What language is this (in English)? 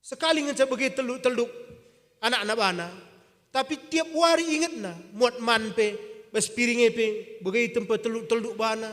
Batak Karo